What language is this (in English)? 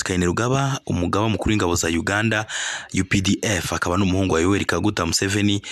Kinyarwanda